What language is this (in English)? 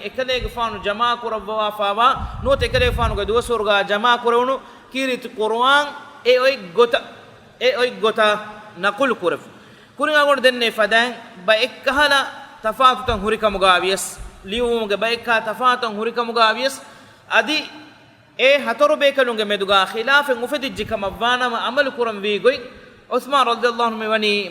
Divehi